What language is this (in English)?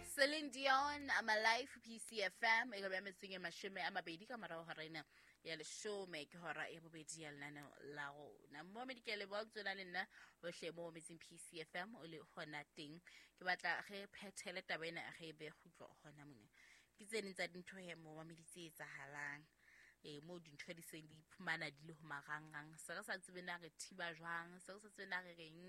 Southern Sotho